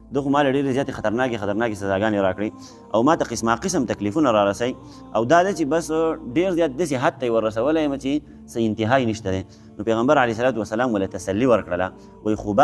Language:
Pashto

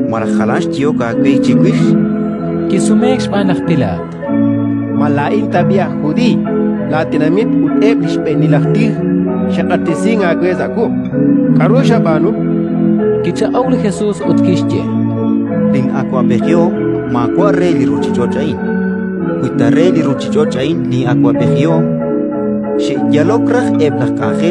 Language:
Kekchí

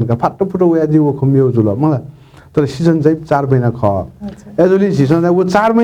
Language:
Newari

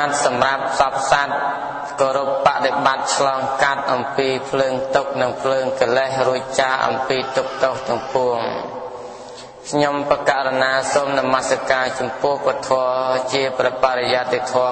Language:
Khmer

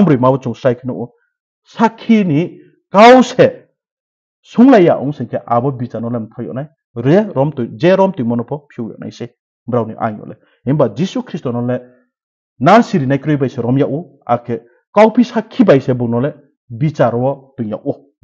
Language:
Riang (India)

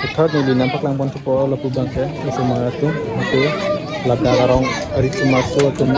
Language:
Karbi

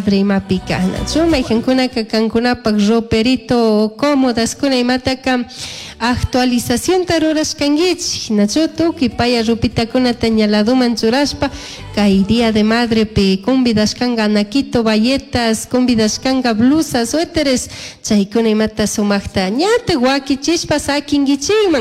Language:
Chimborazo Highland Quichua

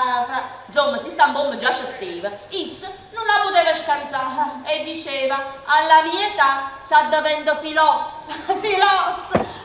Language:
Neapolitan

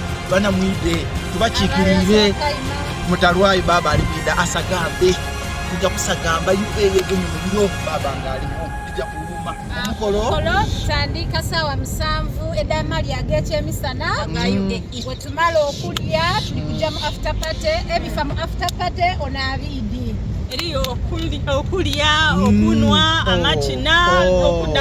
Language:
Soga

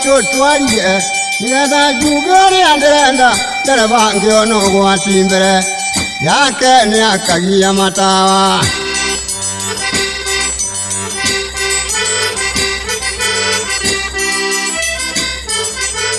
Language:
Kikuyu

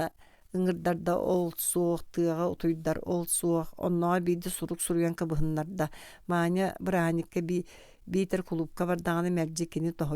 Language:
Yakut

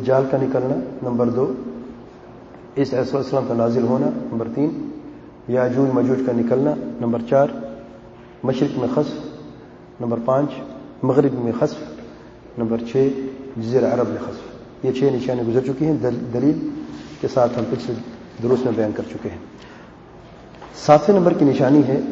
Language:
Urdu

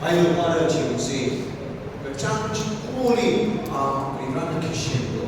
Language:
Tangkhul Naga (India)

